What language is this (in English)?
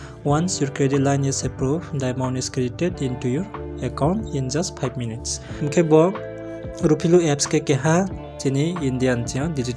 Riang (India)